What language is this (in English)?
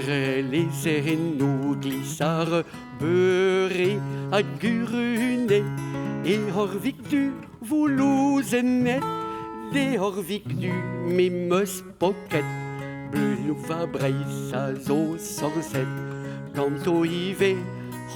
Breton